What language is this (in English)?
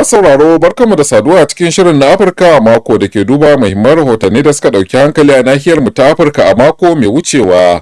Hausa